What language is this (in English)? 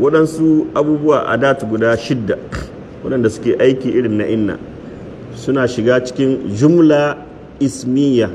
Hausa